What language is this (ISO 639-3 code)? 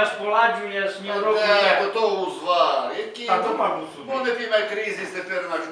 rue